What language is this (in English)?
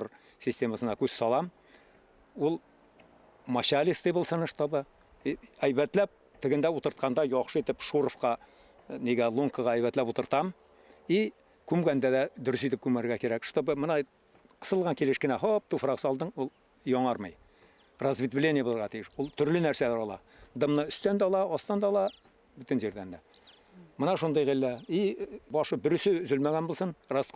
Bashkir